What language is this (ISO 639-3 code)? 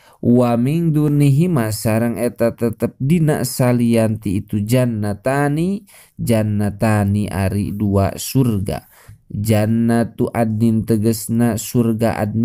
sun